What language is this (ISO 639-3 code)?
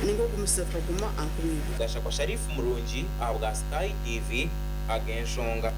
nyn